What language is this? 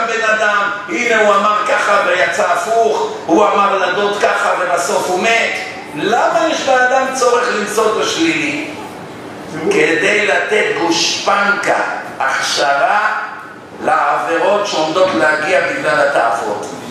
Hebrew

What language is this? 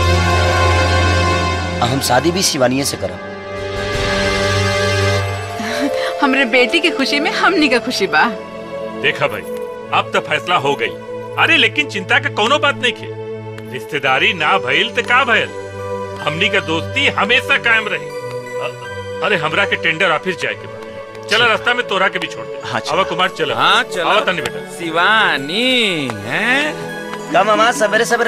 Bhojpuri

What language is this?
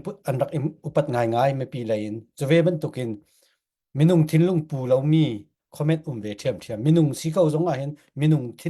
Falam Chin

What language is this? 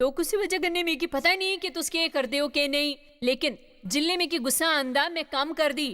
Dogri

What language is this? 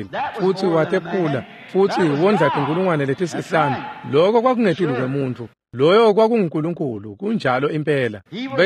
Swati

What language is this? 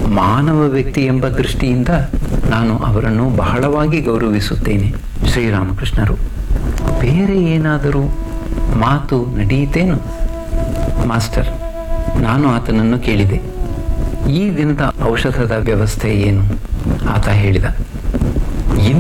Kannada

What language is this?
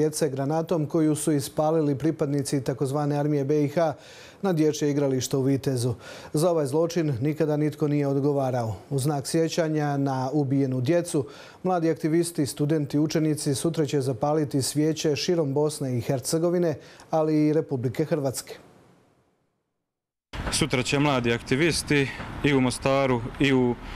Croatian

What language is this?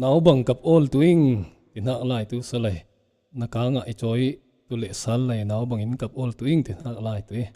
Falam Chin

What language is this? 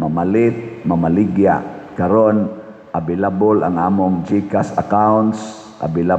Cebuano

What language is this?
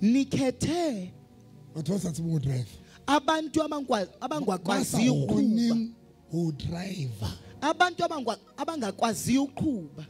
Southern Sotho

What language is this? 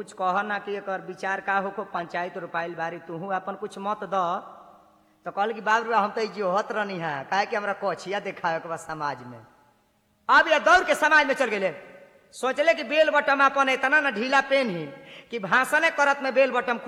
Bhojpuri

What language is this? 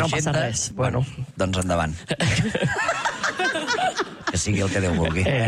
Catalan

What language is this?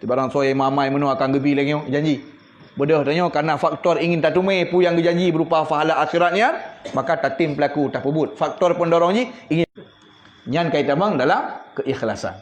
Achinese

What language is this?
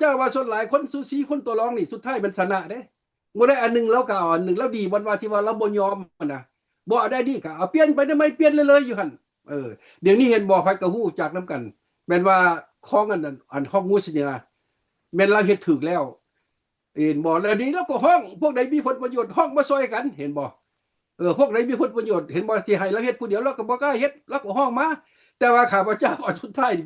Lao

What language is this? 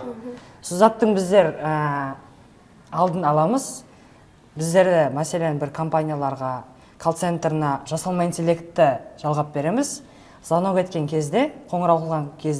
Kara-Kalpak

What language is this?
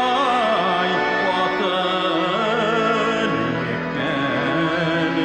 Bashkir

